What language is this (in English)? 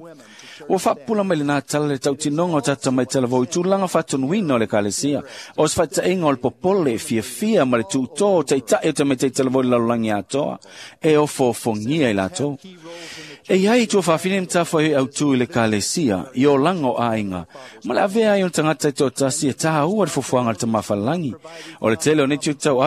Samoan